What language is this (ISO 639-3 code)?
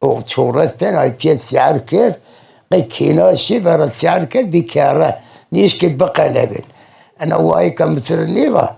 zza